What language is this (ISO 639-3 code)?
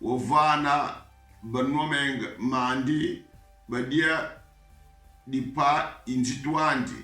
kon